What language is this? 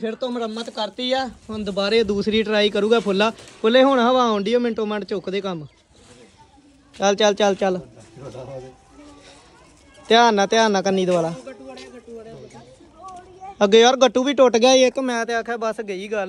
Punjabi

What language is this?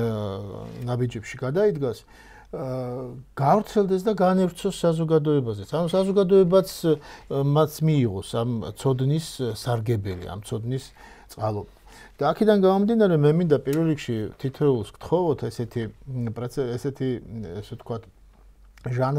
Georgian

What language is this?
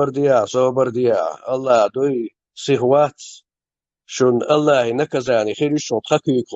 Chechen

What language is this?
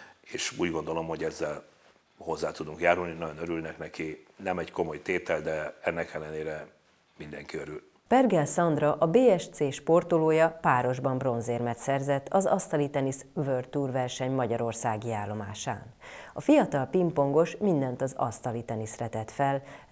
Hungarian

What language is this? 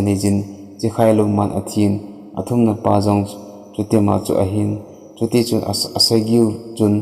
Thado Chin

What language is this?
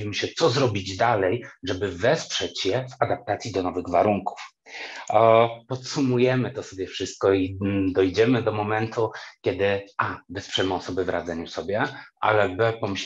Polish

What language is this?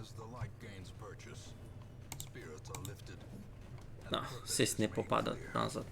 Rusyn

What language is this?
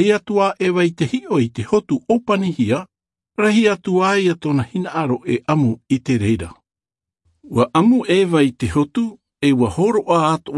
Tahitian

